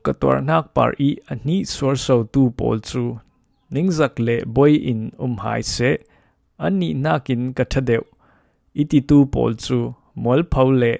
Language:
Falam Chin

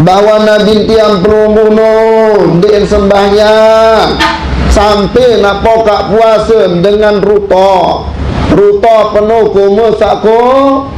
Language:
Sasak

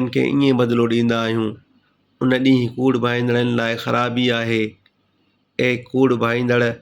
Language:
Sindhi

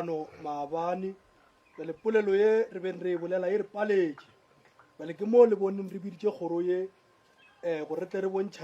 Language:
Northern Sotho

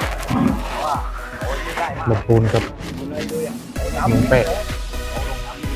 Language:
Thai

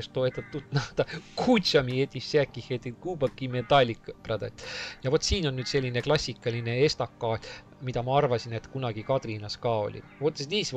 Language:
Estonian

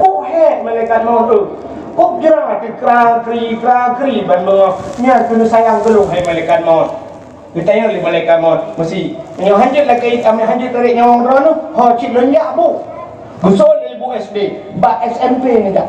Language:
Achinese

